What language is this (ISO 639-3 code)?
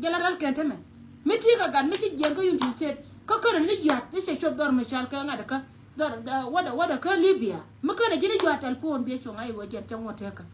nus